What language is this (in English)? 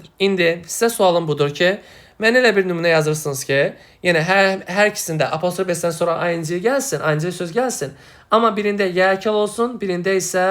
Azerbaijani